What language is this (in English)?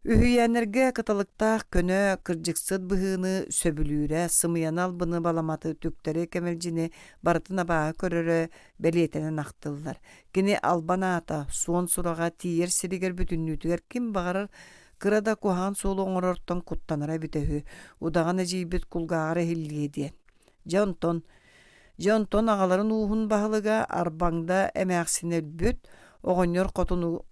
Yakut